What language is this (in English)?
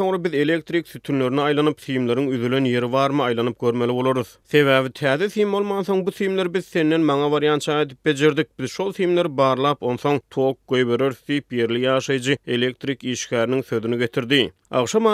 Turkmen